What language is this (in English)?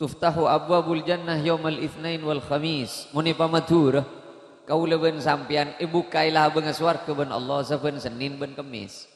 Madurese